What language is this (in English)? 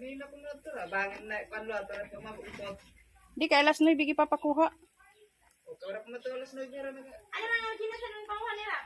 Waray